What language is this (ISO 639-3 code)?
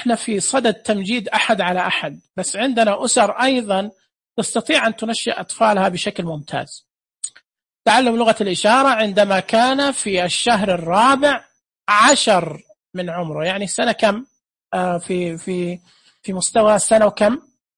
ars